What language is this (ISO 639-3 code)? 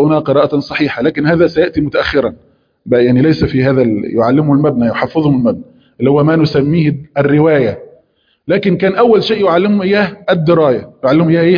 ara